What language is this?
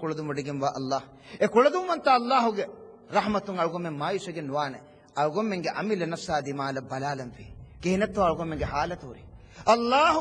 Divehi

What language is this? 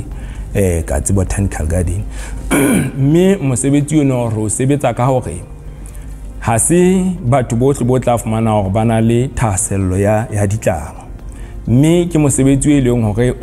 Southern Sotho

